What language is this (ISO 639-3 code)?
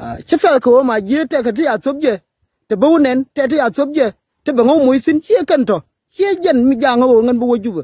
nus